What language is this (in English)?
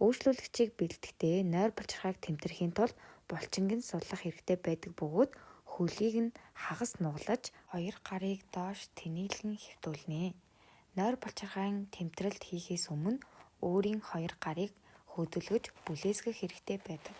Mongolian